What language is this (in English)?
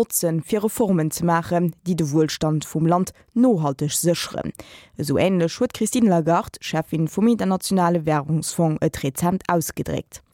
Luxembourgish